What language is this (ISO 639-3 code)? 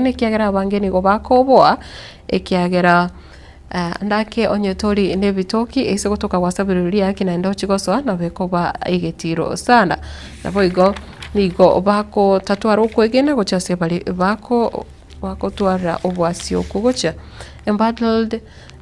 guz